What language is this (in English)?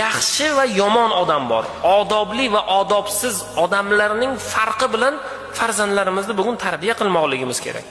Uzbek